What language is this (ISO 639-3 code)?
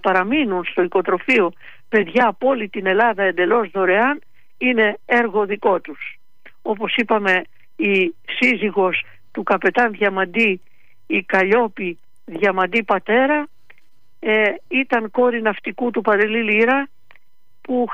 ell